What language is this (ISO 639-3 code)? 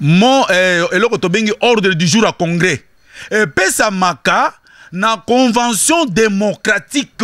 lin